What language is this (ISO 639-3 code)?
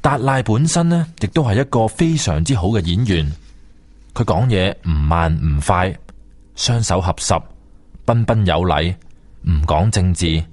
yue